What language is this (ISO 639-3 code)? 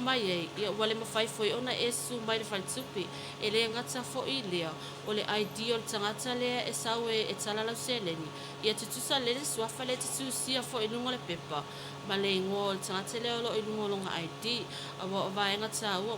smo